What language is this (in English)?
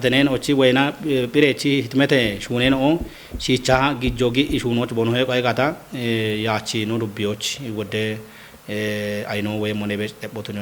Kafa